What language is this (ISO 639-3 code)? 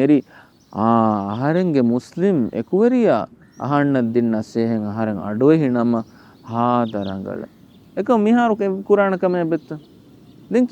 div